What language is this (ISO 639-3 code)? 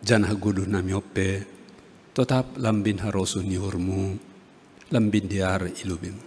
bts